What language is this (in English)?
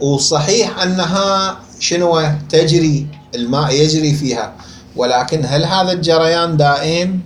Mesopotamian Arabic